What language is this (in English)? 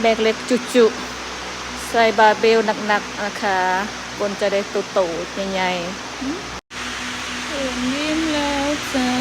Lao